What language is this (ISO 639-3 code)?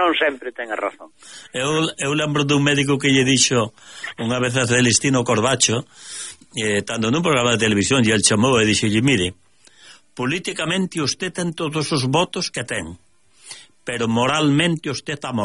glg